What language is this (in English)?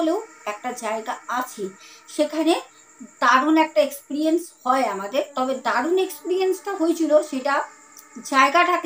Bangla